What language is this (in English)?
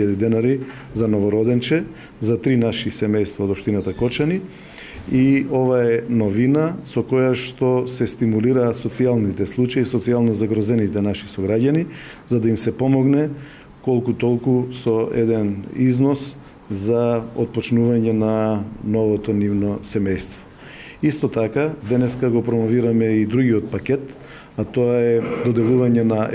Macedonian